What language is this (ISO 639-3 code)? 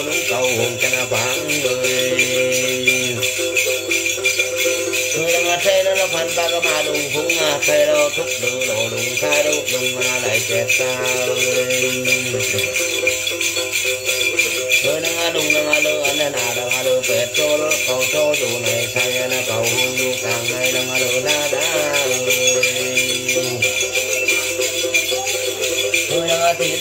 vie